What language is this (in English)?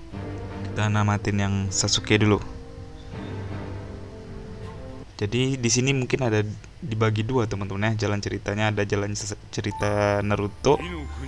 Indonesian